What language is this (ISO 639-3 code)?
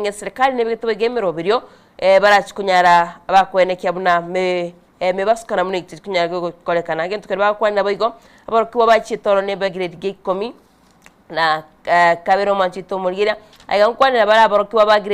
guz